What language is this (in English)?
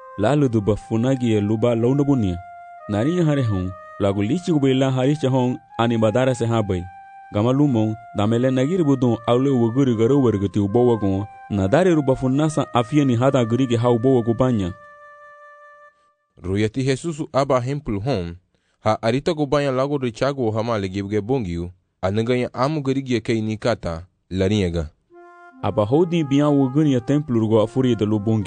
Garifuna